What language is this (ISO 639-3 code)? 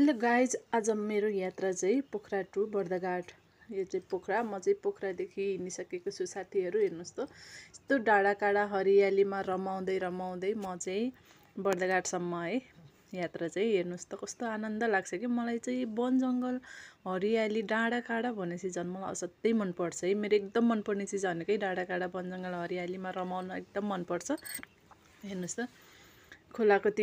nep